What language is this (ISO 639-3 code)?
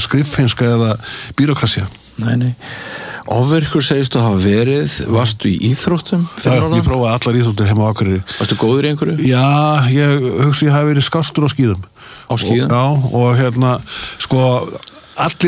isl